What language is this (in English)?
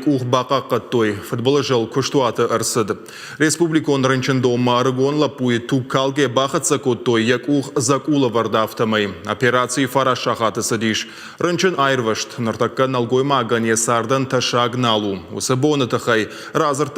Ossetic